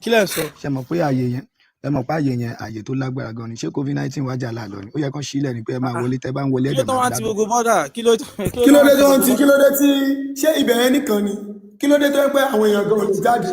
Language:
Yoruba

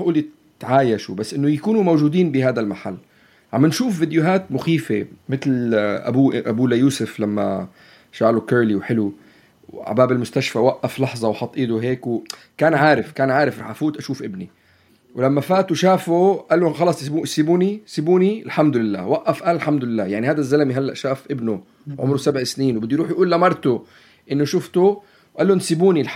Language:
North Levantine Arabic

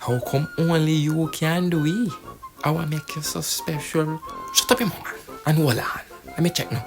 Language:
Jamaican Creole English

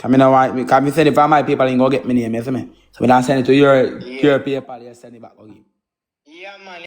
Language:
Jamaican Creole English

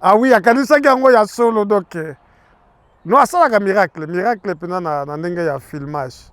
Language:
Lingala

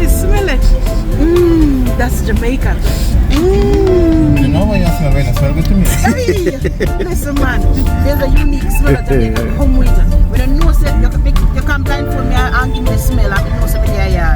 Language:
Jamaican Creole English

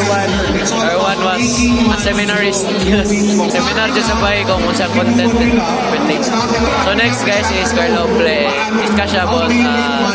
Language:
Cebuano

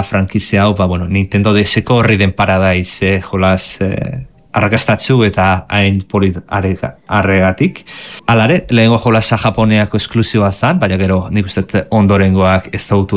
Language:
Basque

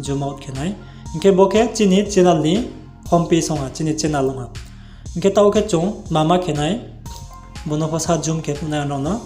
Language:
Riang (India)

